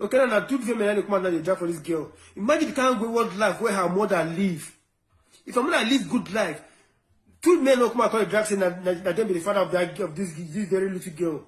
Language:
Nigerian Pidgin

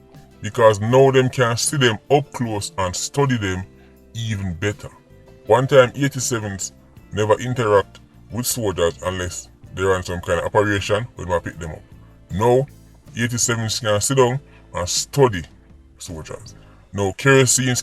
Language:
Jamaican Creole English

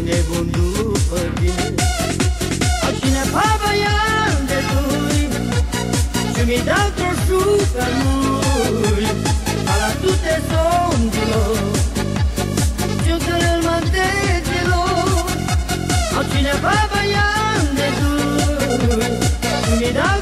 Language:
Romanian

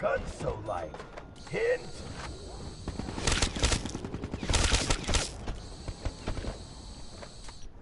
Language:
Icelandic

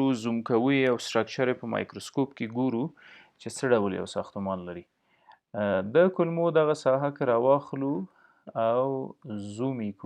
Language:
Pashto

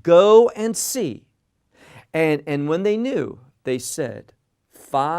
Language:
English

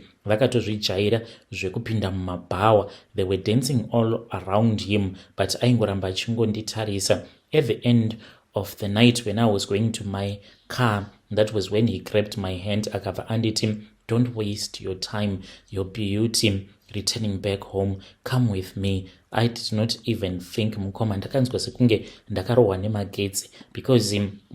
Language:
Shona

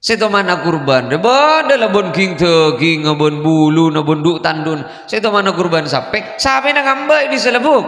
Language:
Madurese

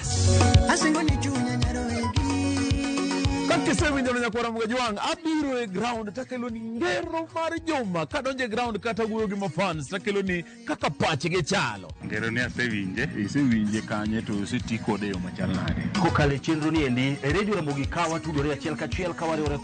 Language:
Luo (Kenya and Tanzania)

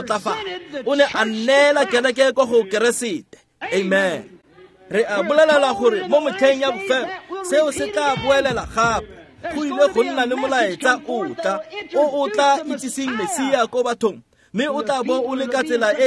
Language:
Tswana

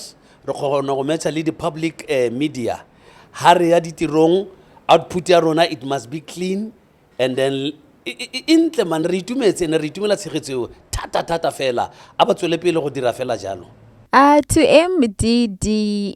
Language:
Tswana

